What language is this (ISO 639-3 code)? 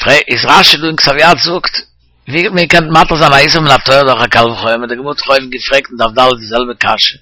yid